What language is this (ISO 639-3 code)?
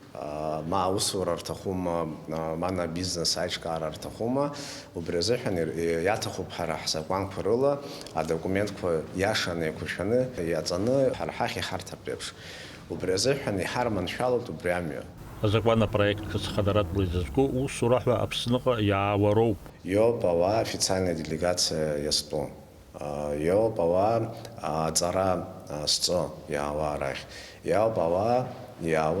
abk